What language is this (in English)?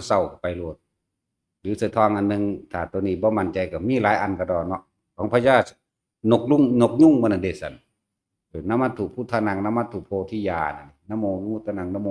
Northeastern Thai